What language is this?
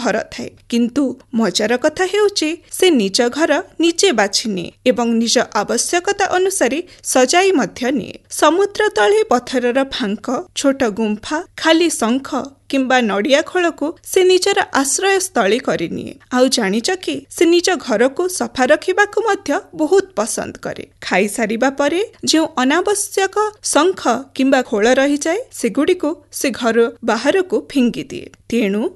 Odia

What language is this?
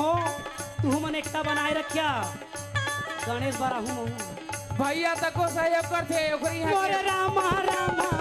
Chhattisgarhi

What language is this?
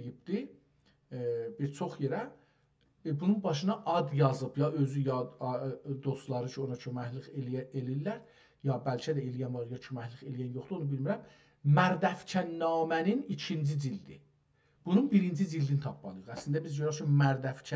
South Azerbaijani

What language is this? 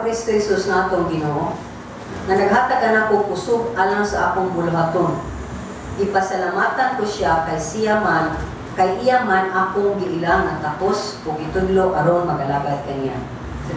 Cebuano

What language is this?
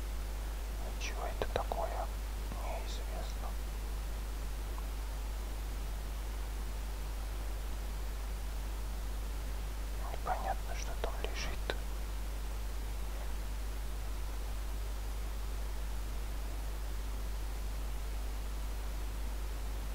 Russian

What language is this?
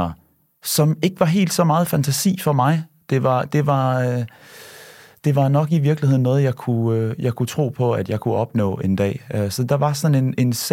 Danish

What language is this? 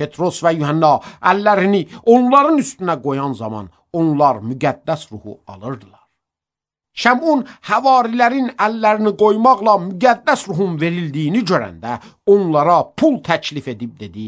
Azerbaijani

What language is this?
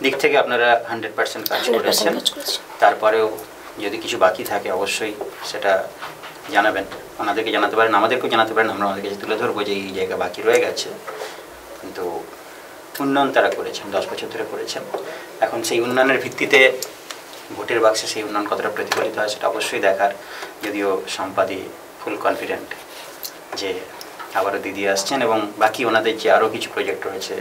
Bangla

